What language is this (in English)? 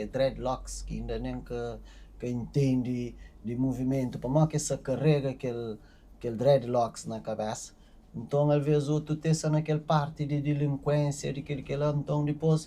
Kabuverdianu